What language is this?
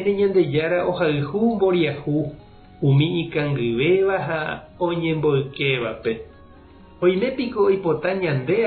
Guarani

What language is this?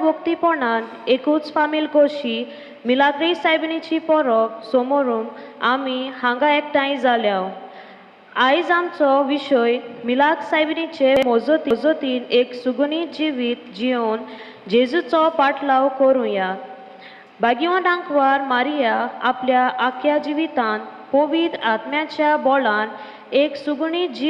Konkani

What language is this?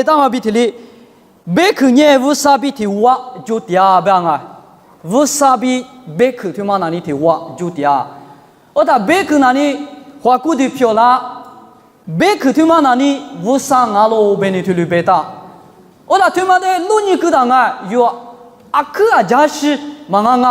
Lisu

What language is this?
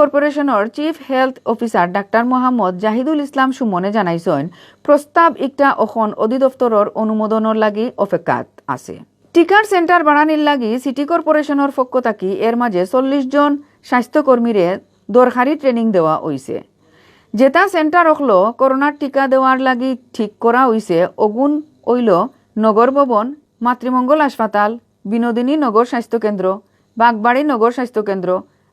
Sylheti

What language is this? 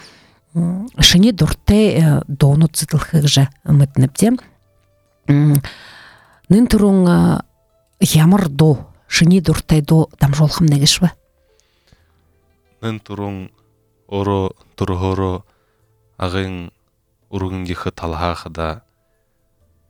Buriat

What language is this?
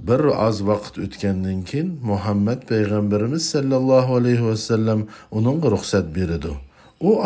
Uyghur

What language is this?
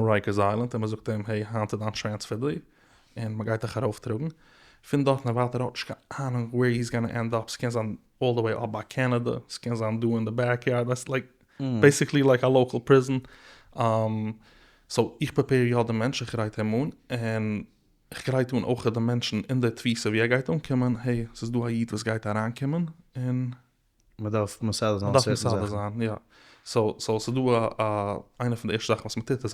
Yiddish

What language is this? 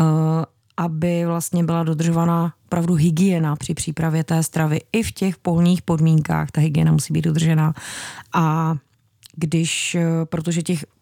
Czech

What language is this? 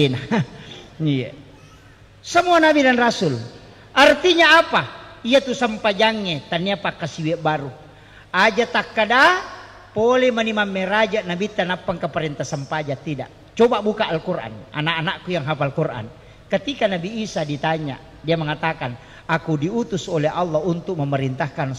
Buginese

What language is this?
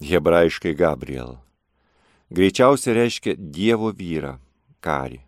Lithuanian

